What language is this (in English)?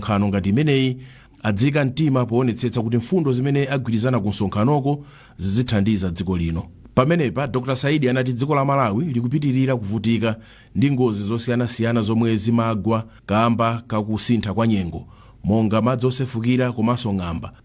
Nyanja